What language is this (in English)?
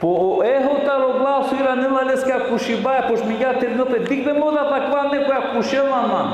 Balkan Romani